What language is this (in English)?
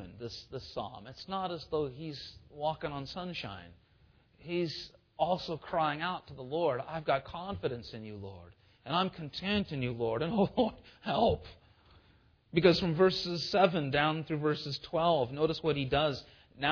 English